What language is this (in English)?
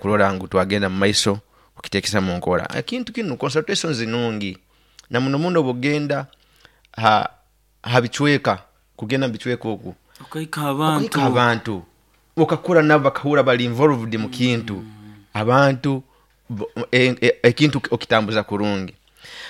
Nyoro